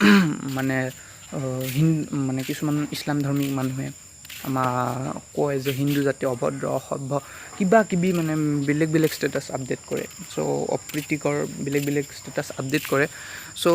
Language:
Assamese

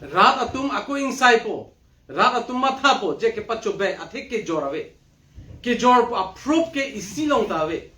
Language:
Karbi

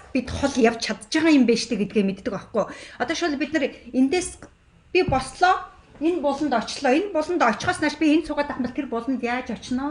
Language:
Mongolian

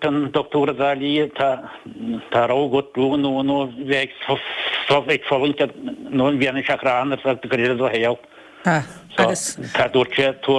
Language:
Irish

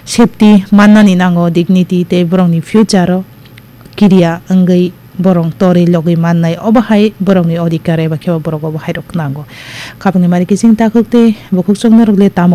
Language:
Kok Borok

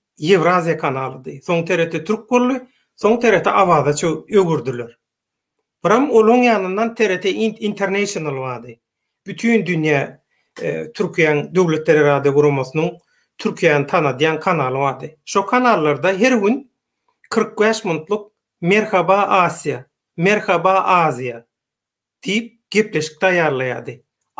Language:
Turkmen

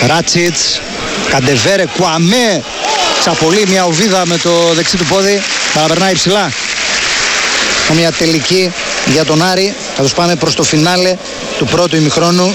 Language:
Greek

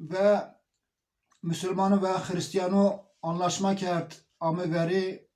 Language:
Zaza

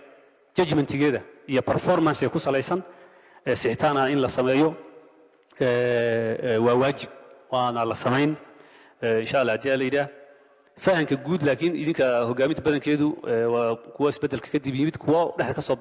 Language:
Somali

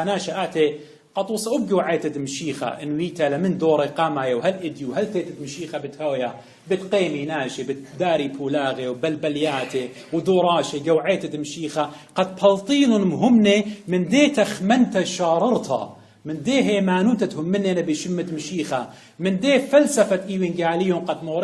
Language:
Assyrian Neo-Aramaic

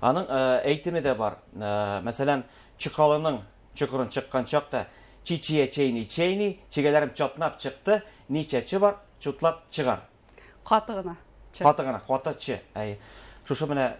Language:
Bashkir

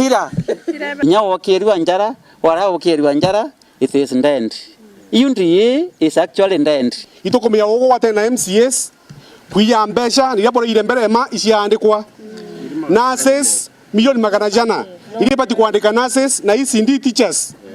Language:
Meru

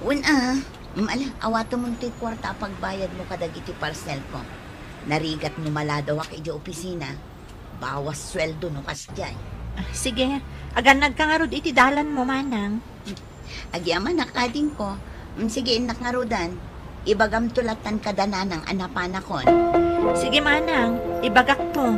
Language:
Iloko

